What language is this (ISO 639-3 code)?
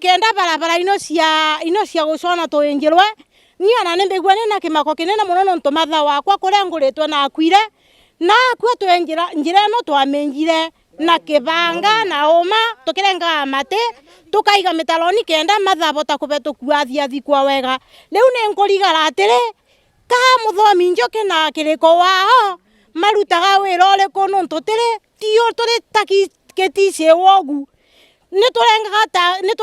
mer